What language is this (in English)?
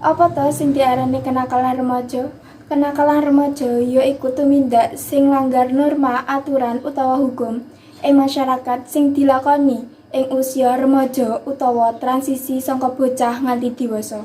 Javanese